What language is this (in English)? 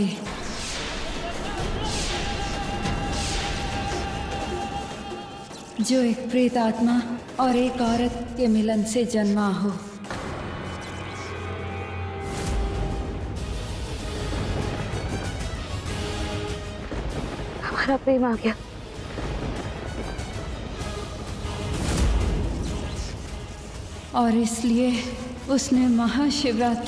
Hindi